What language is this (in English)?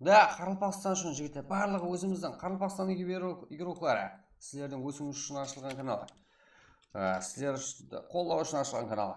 Kara-Kalpak